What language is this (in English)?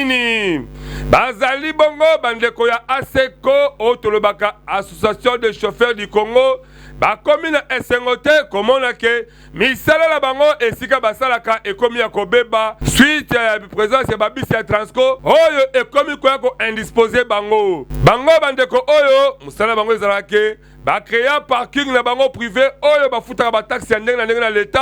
Lingala